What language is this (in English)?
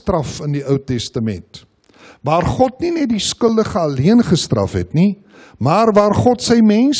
Afrikaans